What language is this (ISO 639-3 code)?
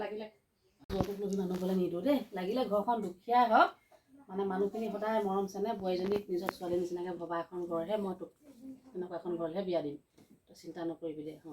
asm